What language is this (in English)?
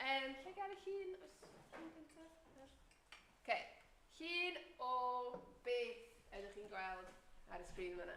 Welsh